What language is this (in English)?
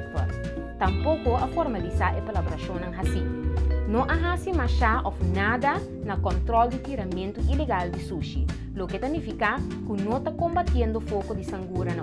Papiamento